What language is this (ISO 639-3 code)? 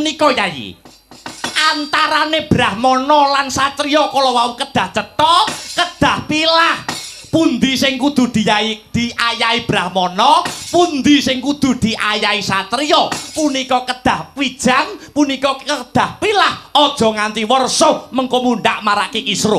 jav